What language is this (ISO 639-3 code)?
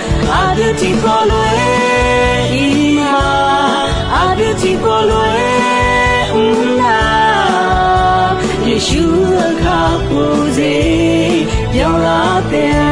ahk